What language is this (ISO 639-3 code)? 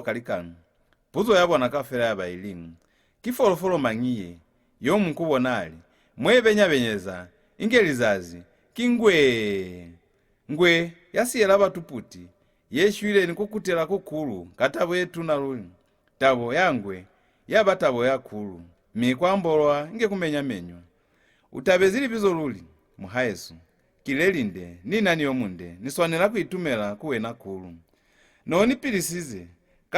loz